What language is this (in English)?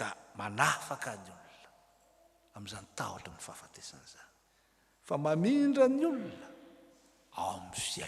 Malagasy